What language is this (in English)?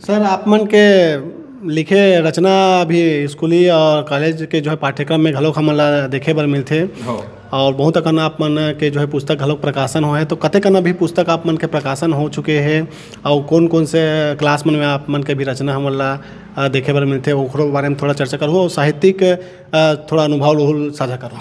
Chhattisgarhi